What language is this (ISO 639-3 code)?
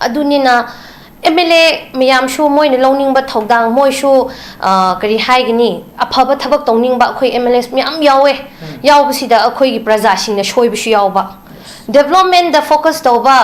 mni